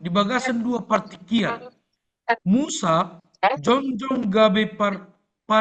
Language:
Batak Toba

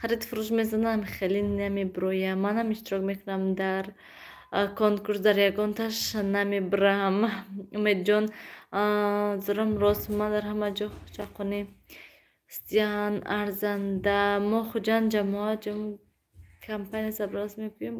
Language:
Tajik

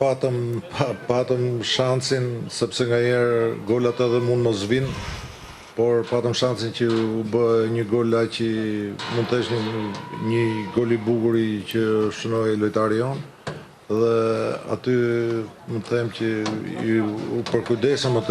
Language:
Albanian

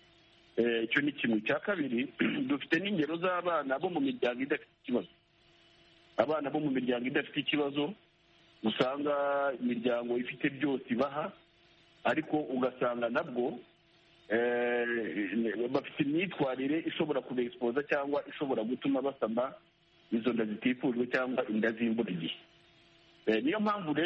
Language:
Kinyarwanda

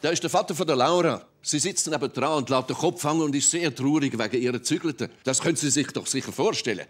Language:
Swiss German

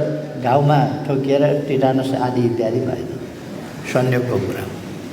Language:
Nepali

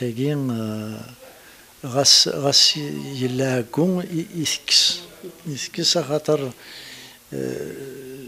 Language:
Kabyle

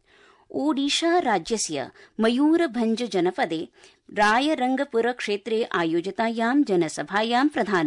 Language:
Sanskrit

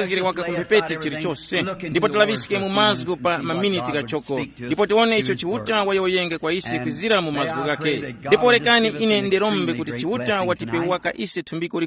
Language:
Tumbuka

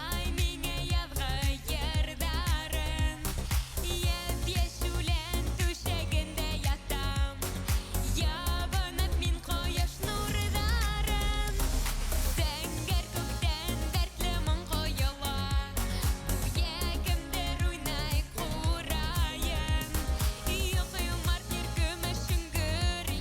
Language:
Bashkir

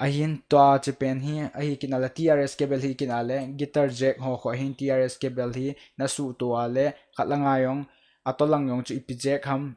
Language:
Thado Chin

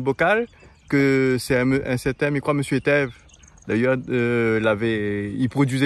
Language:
Réunion Creole French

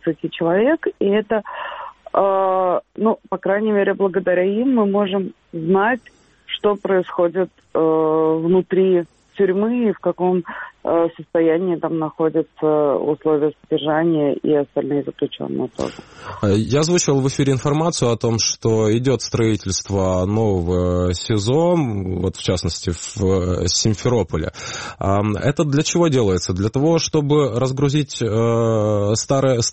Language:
Russian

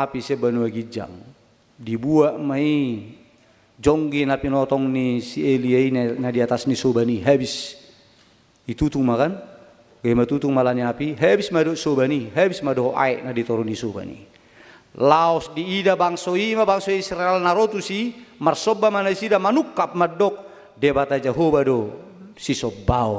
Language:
Batak Toba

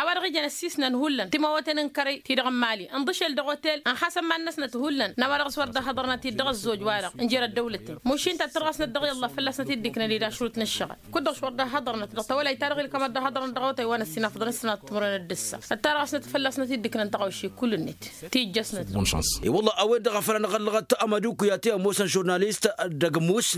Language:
Tamasheq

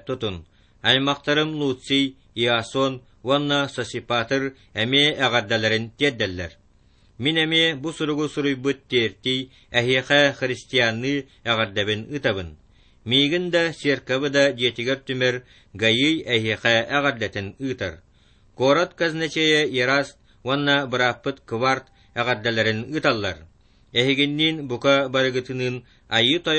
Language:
Yakut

